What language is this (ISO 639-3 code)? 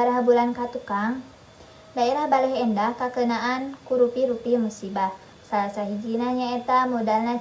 sun